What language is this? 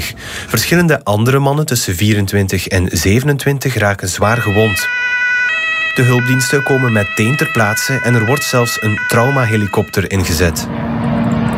Dutch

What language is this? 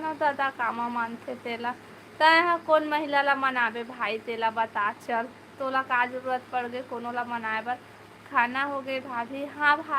Chhattisgarhi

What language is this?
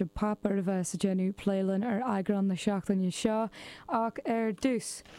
Irish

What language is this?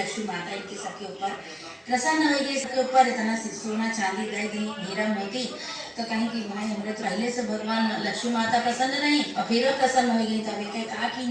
Awadhi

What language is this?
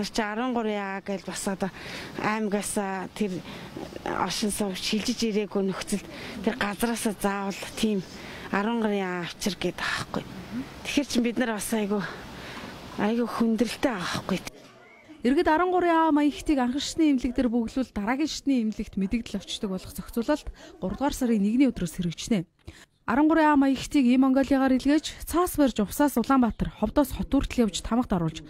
Mongolian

